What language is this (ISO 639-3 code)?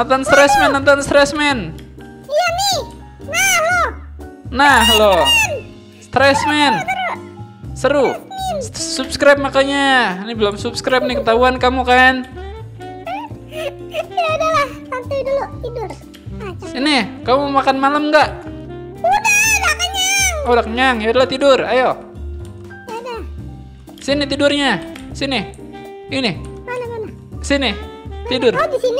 ind